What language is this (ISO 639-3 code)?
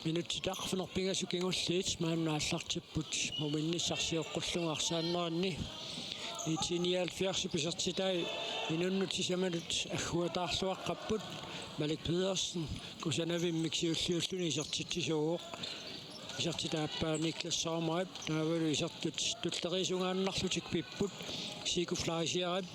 kal